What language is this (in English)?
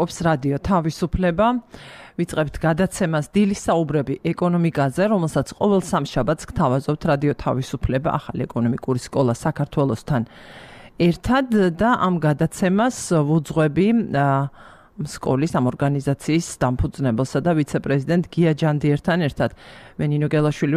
Georgian